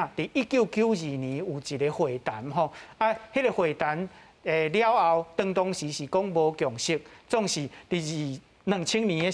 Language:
Min Nan Chinese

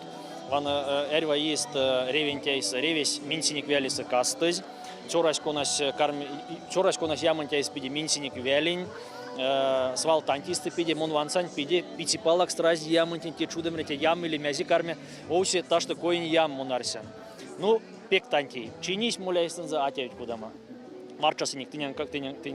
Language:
Erzya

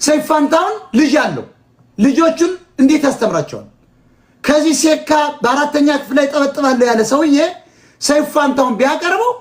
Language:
Amharic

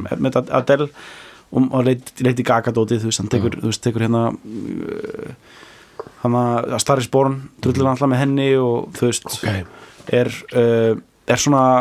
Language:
Icelandic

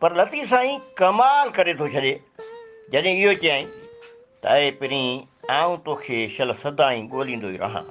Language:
Sindhi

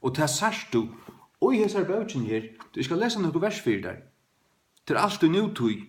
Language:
Faroese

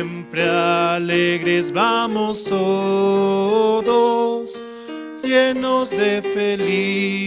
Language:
Aymara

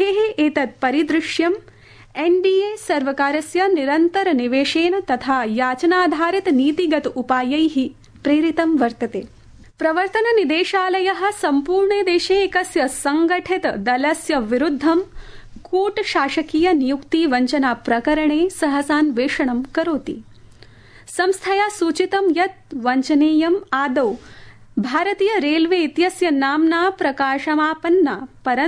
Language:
Sanskrit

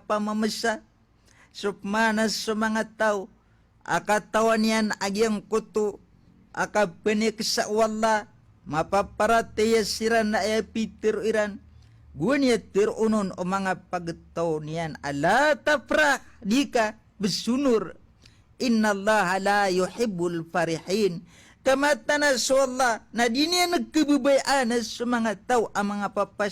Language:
Maranao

